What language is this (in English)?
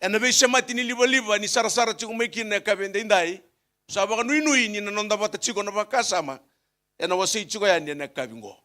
Fijian